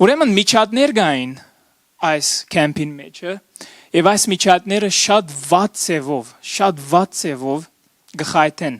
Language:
Western Armenian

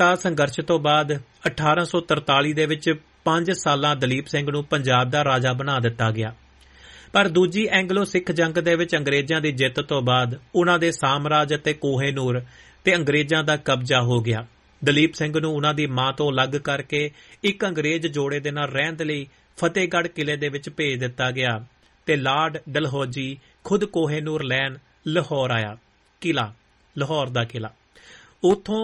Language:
Punjabi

